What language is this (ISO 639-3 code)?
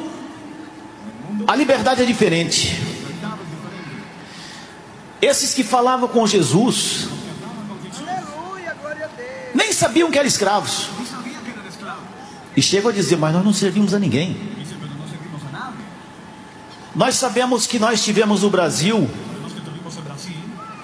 por